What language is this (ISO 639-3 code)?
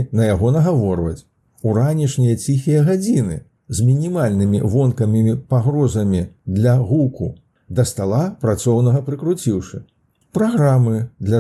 bel